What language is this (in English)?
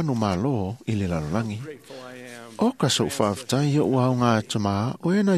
Samoan